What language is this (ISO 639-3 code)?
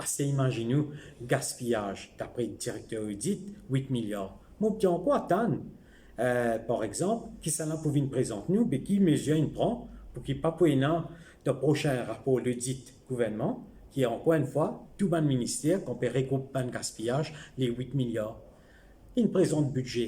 mfe